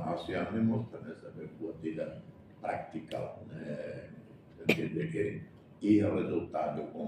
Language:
Tetum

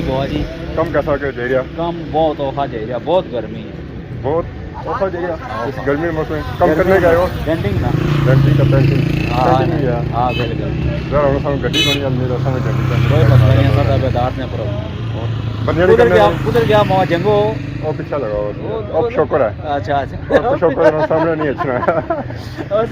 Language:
Pahari-Potwari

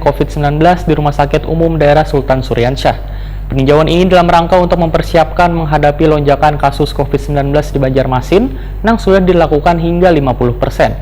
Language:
Banjar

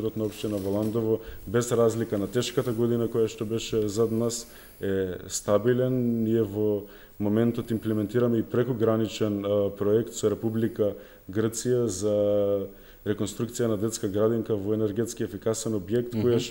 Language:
Macedonian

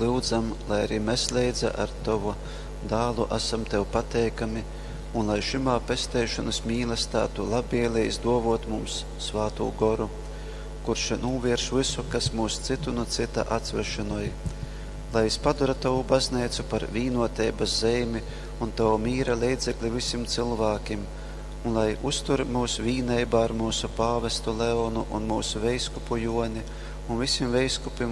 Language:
Latgalian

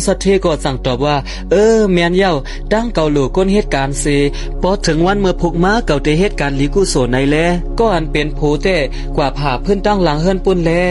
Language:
Shan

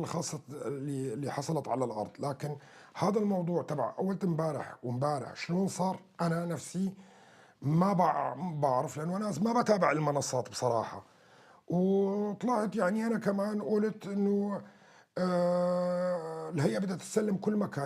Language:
North Levantine Arabic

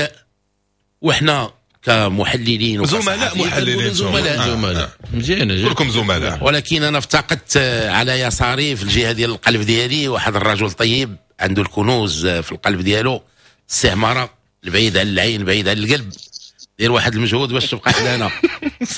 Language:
Moroccan Arabic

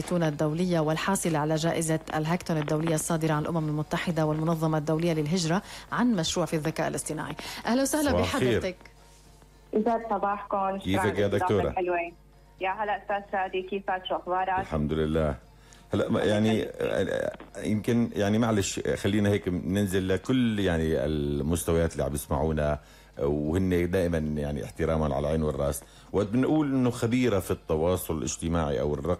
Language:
North Levantine Arabic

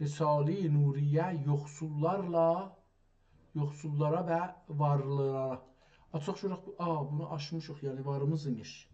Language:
South Azerbaijani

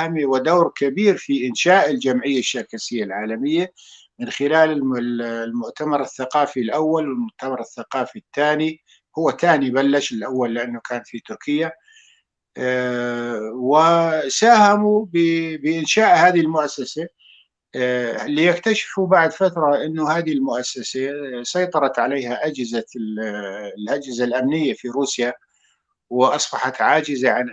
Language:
North Levantine Arabic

